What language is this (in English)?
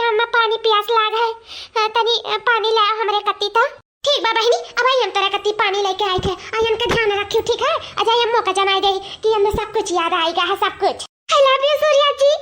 Awadhi